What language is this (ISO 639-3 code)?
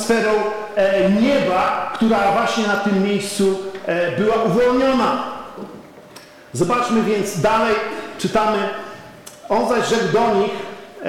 pol